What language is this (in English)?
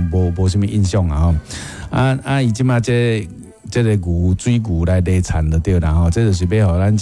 Min Nan Chinese